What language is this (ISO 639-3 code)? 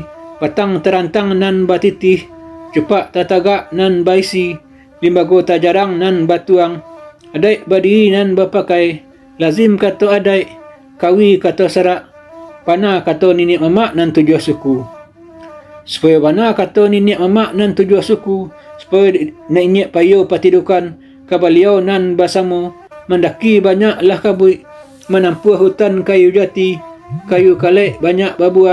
min